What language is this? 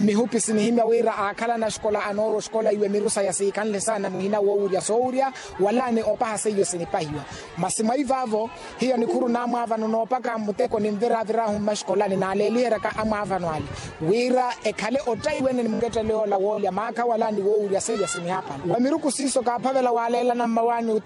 Makhuwa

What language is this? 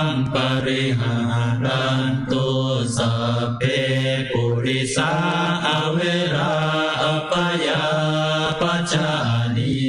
Pali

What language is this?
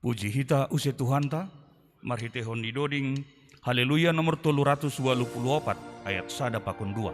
Batak Simalungun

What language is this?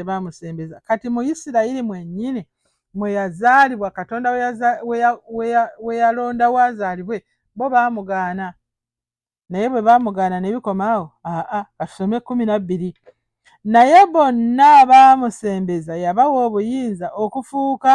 Ganda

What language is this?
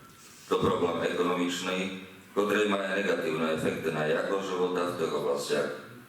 Rusyn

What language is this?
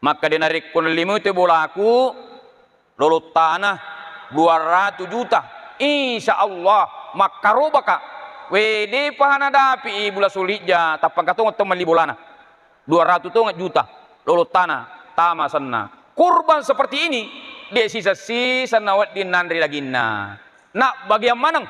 Buginese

